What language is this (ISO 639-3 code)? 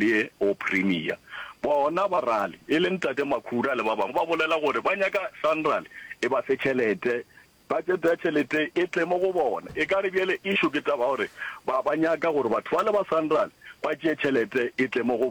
nso